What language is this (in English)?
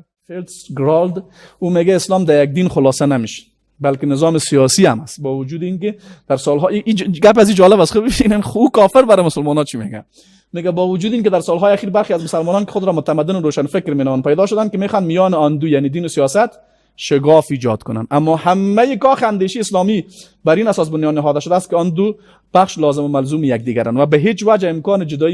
Persian